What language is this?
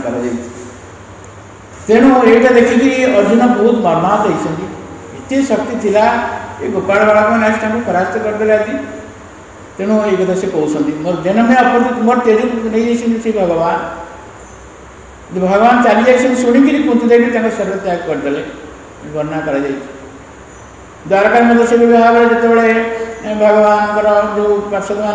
Odia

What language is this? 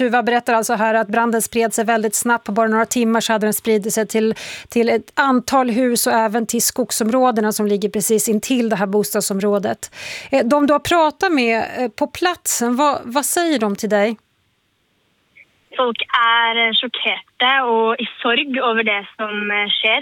Swedish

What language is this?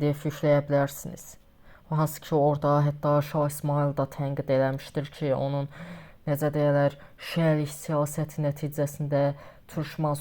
Azerbaijani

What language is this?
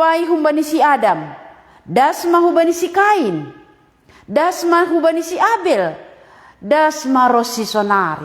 Batak Simalungun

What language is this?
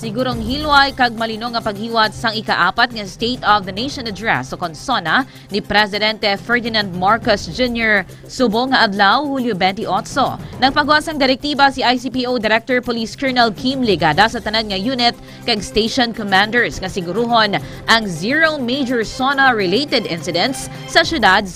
Hiligaynon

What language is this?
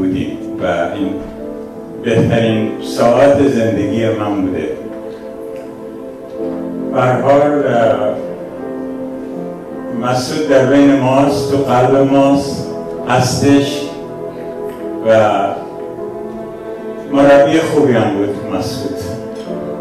Persian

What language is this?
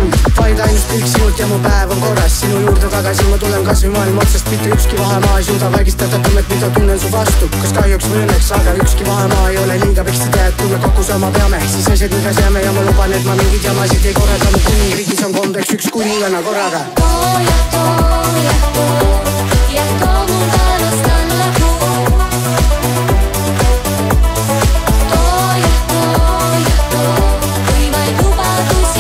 Estonian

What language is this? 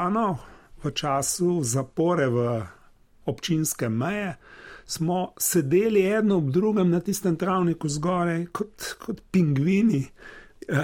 Slovenian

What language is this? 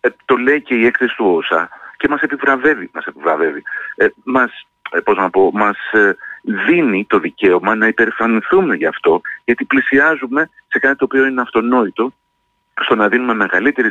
Greek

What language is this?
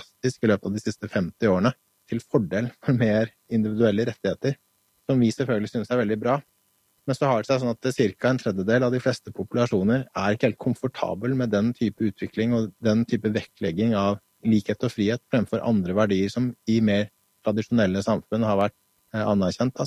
Norwegian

